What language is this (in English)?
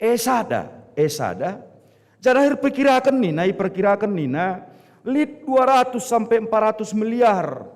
Batak Karo